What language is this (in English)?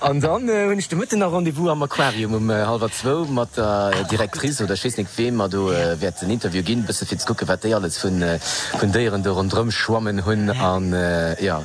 Luxembourgish